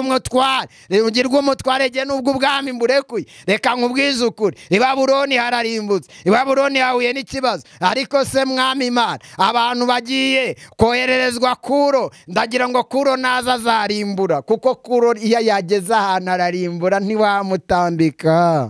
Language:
Kinyarwanda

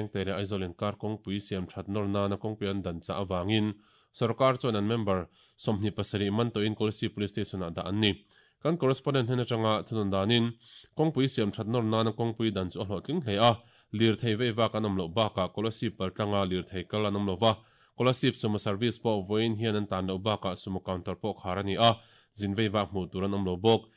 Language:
Mizo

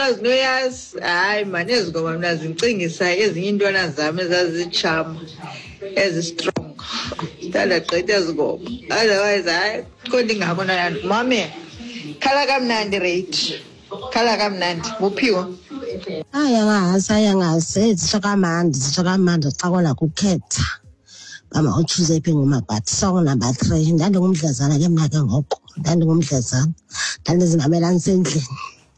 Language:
Xhosa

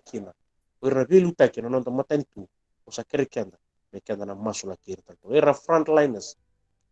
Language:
Fijian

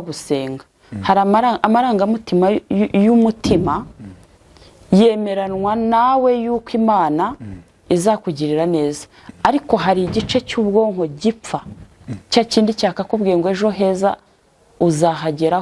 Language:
Kinyarwanda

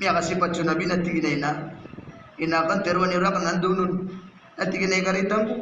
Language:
Maranao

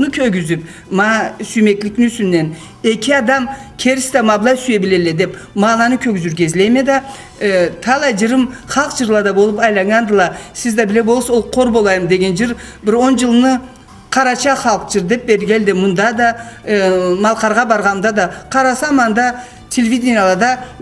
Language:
Karachay-Balkar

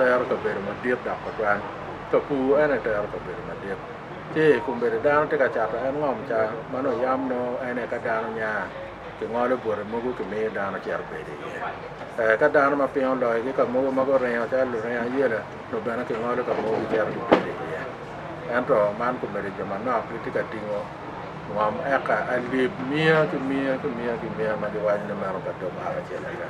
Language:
Acoli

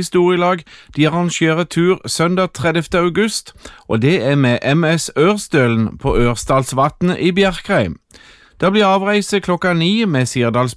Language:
Norwegian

